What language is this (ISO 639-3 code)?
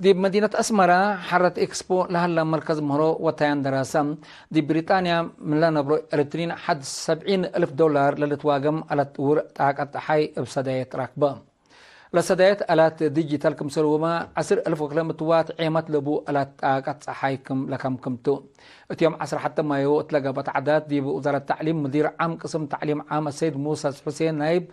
tig